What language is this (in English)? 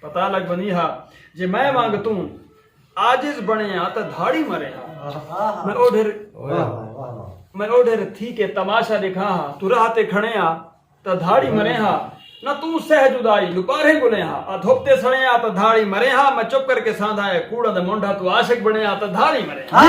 Saraiki